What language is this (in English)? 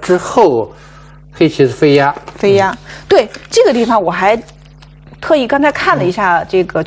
Chinese